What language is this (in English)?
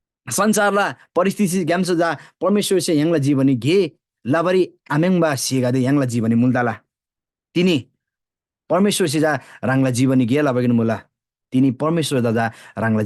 Eastern Tamang